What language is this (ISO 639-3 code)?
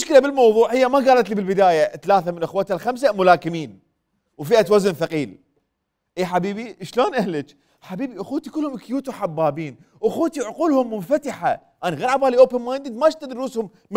acm